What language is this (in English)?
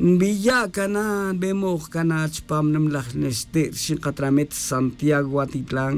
Tz'utujil